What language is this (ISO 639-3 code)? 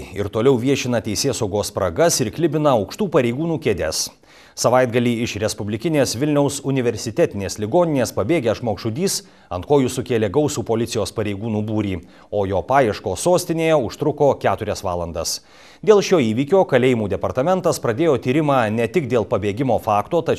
lit